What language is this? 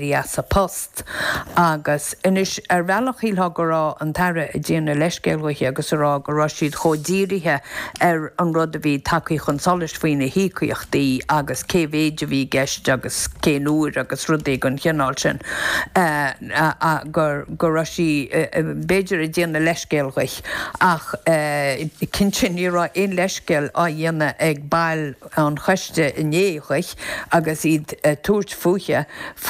Irish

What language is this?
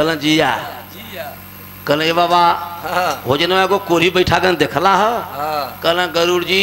Bhojpuri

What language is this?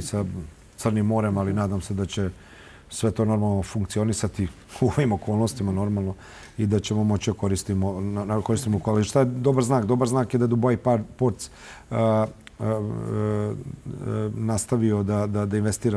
Serbian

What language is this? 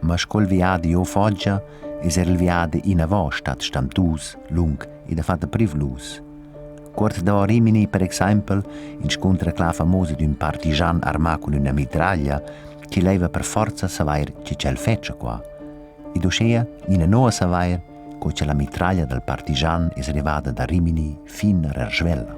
Romansh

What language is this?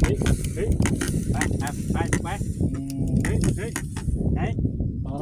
Northeastern Thai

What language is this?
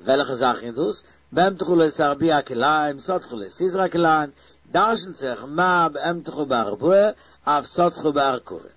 Yiddish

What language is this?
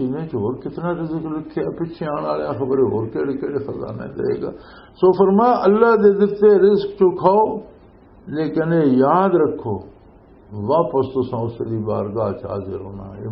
Western Panjabi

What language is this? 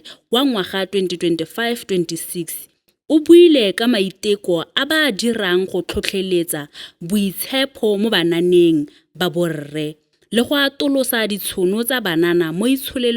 Tswana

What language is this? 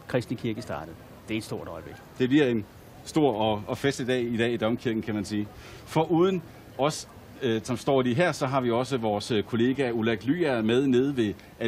Danish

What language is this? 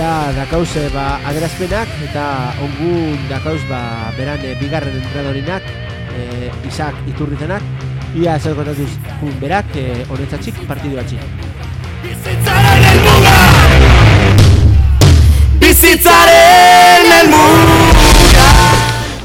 Basque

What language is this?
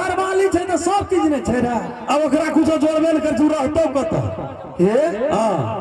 Maithili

